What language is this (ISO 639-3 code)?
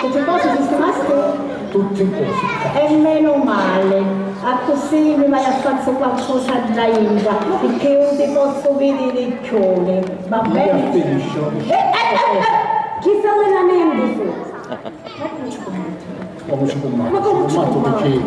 scn